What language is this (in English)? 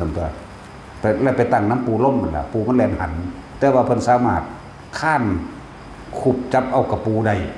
Northeastern Thai